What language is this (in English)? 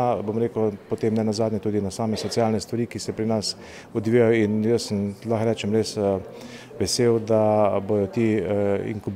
Slovenian